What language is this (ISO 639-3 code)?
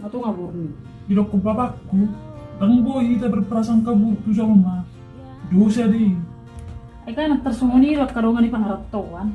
bbc